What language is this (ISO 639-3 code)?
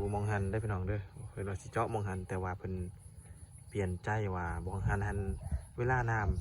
lao